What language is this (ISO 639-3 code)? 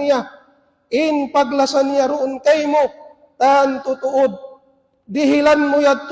tsg